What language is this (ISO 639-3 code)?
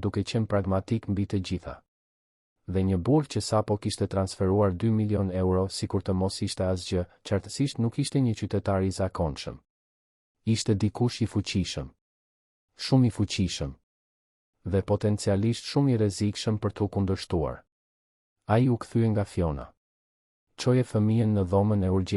sqi